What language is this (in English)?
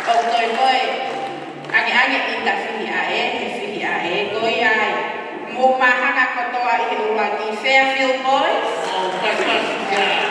Tongan